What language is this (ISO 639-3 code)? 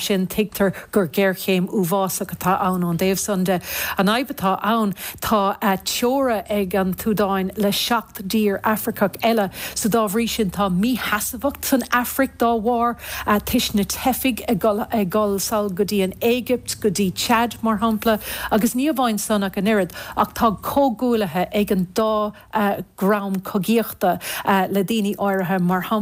gle